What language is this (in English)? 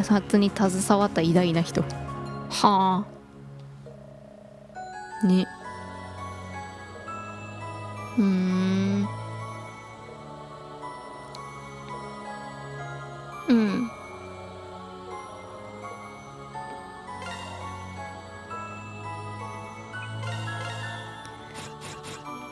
Japanese